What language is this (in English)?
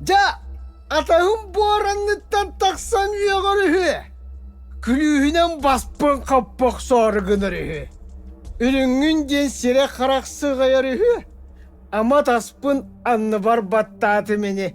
Yakut